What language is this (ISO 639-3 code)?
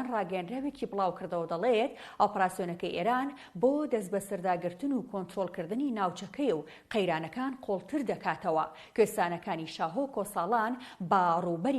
ckb